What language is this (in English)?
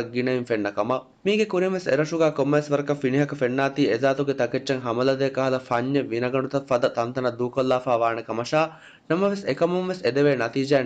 Divehi